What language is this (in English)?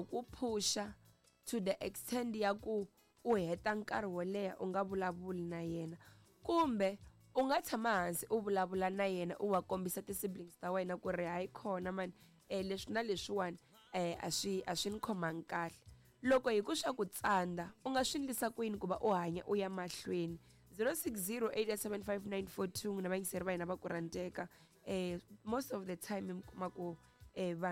Tsonga